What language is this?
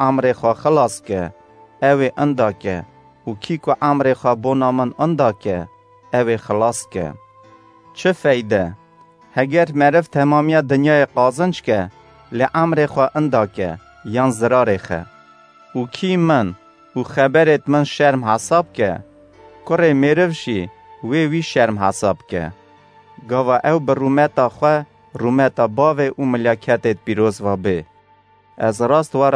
Kurdish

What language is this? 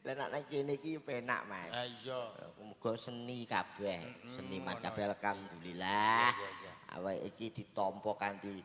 Javanese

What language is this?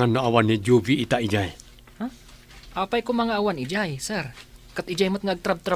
Iloko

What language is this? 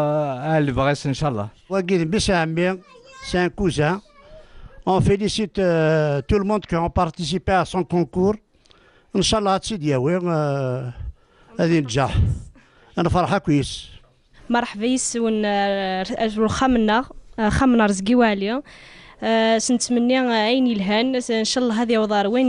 Kabyle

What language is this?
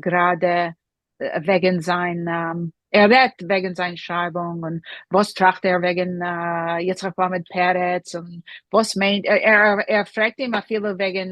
Yiddish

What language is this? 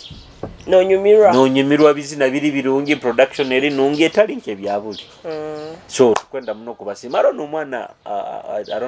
Nyoro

